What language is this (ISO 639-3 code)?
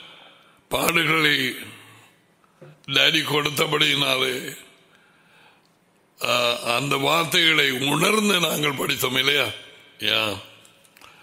tam